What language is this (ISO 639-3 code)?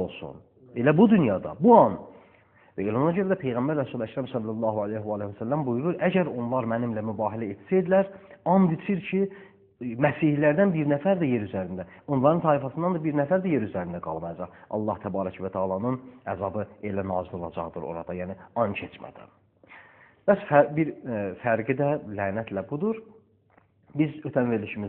aze